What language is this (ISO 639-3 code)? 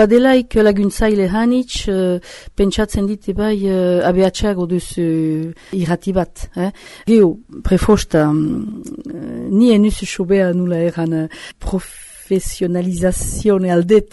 eus